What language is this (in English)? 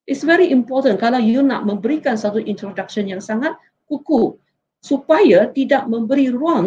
Malay